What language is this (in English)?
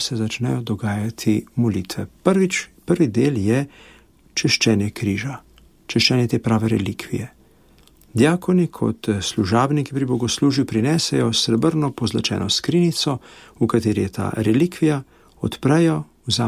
Slovenian